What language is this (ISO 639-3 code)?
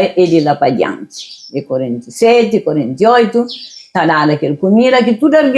kea